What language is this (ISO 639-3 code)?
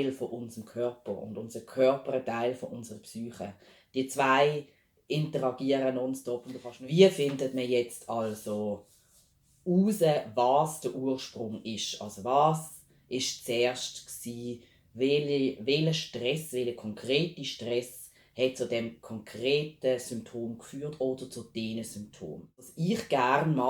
gsw